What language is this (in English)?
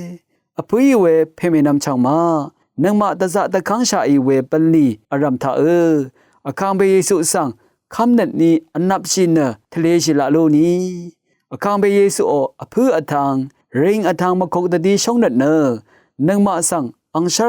Rawang